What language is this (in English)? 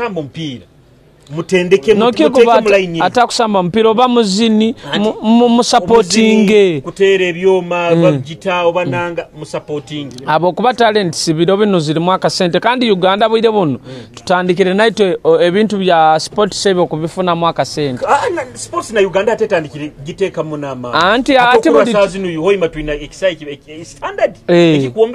Nyoro